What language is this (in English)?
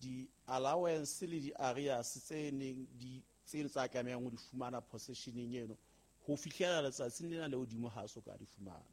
Southern Sotho